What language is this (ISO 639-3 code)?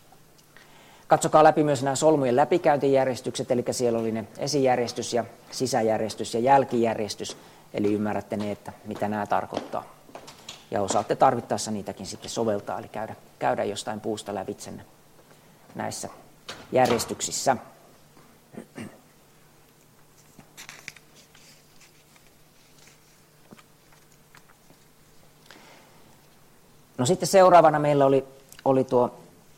fin